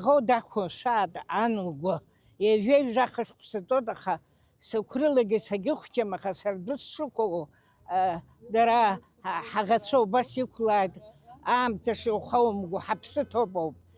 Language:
Abkhazian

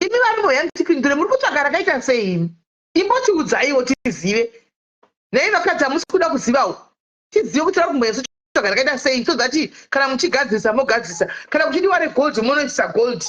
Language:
Shona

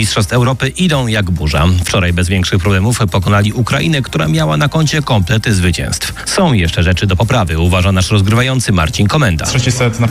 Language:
Polish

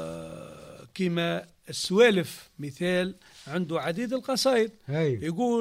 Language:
Tunisian Arabic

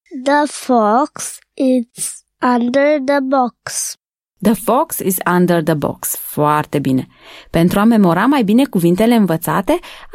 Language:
Romanian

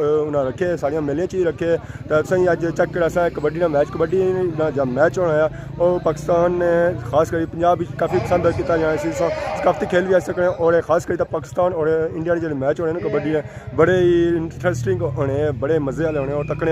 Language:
Pahari-Potwari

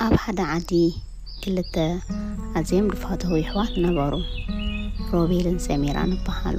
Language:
Tigrinya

